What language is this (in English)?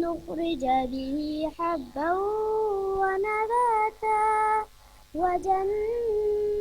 Uyghur